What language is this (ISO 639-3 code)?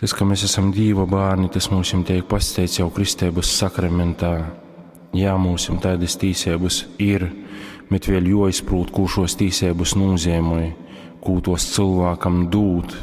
ltg